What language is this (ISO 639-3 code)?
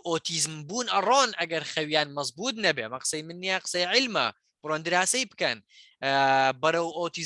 ckb